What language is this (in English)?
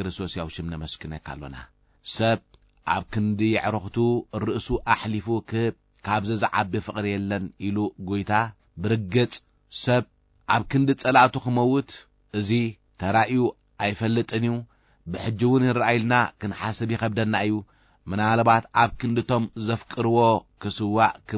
Tigrinya